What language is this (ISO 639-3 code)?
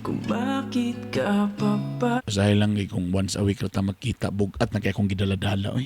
ceb